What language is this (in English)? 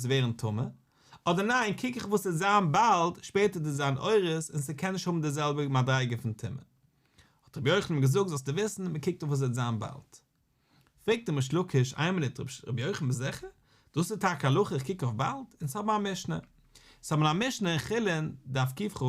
Yiddish